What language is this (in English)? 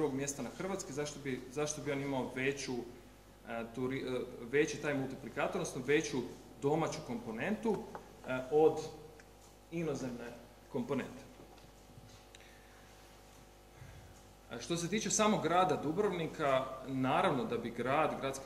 Croatian